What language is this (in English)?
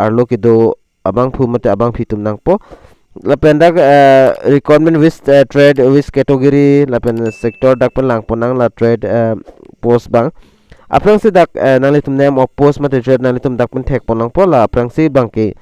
Karbi